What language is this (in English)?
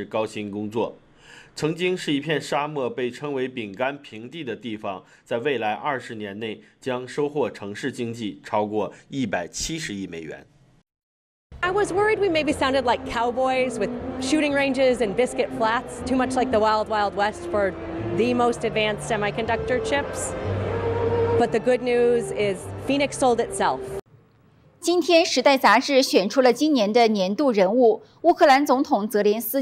Chinese